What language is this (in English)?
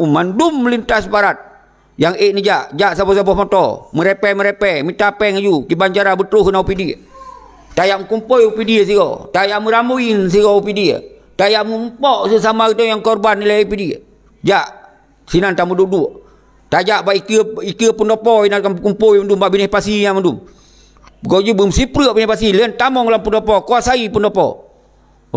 Achinese